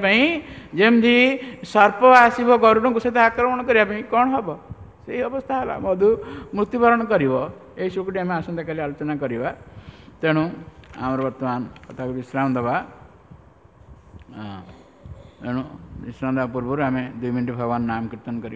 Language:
Odia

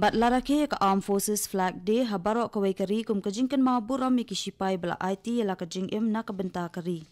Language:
Khasi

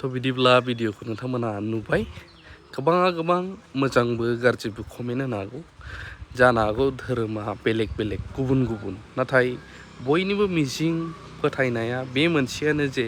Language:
Bodo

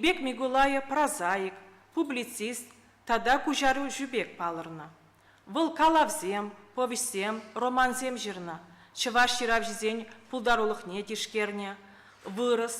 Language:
Chuvash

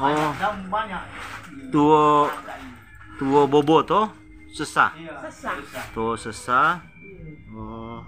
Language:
Manado Malay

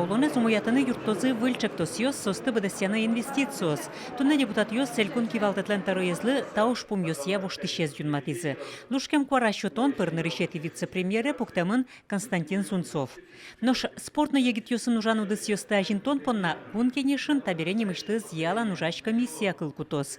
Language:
Udmurt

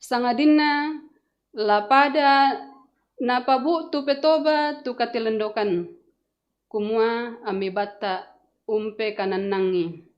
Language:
Toraja-Sa'dan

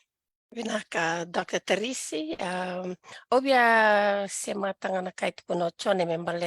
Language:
Fijian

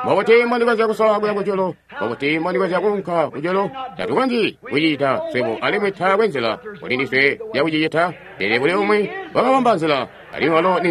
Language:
Tonga (Zambia)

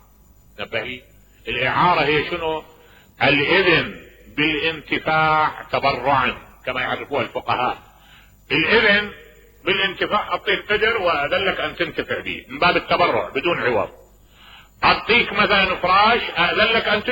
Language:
Mesopotamian Arabic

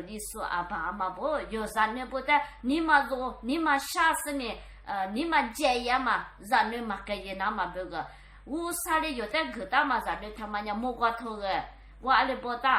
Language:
Lisu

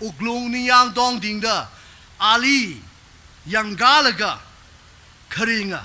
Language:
Tangkhul Naga (India)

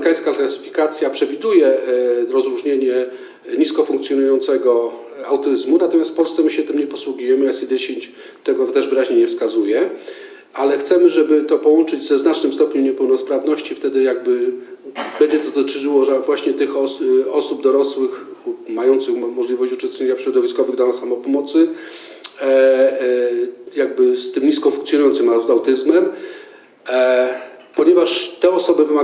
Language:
Polish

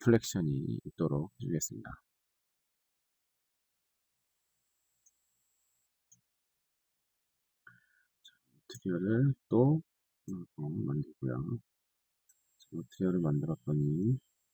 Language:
Korean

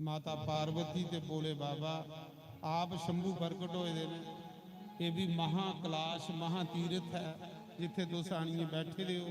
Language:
Dogri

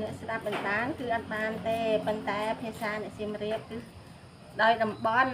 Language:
Khmer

